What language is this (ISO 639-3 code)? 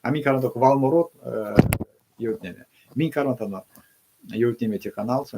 myv